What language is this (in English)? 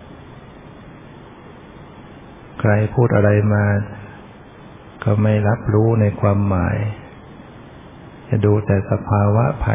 Thai